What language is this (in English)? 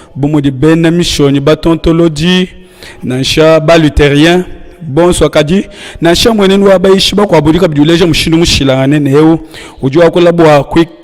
Luba-Lulua